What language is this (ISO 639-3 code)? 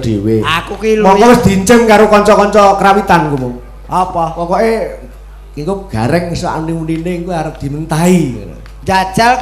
jav